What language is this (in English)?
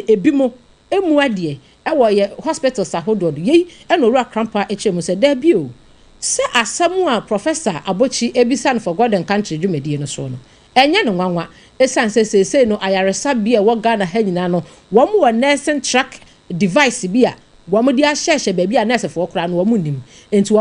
Akan